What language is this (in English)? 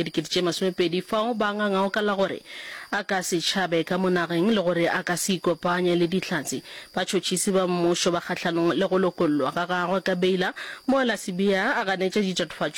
Northern Sotho